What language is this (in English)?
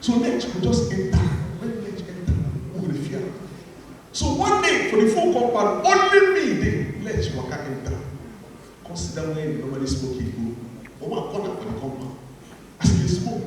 Nigerian Pidgin